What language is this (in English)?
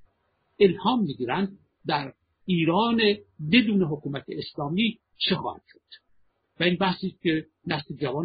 Persian